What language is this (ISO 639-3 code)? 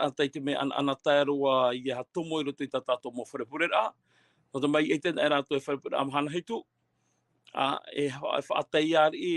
tah